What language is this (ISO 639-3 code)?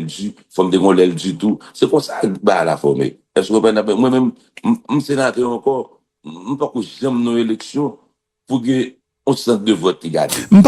hat